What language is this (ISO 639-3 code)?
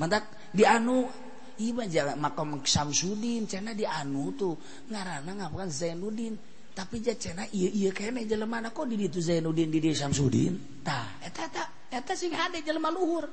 sun